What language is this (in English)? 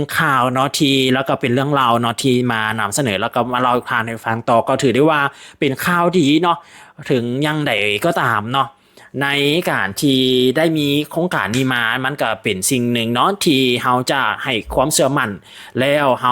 Lao